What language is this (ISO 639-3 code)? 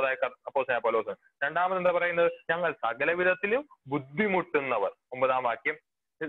mal